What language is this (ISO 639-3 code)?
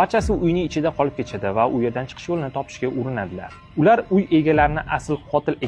uzb